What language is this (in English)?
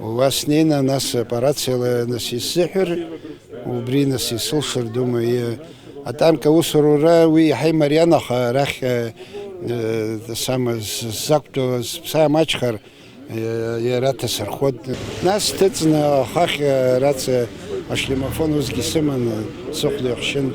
Abkhazian